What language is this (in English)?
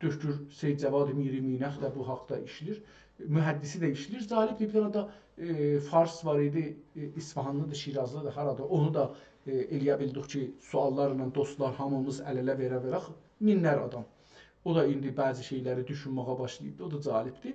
South Azerbaijani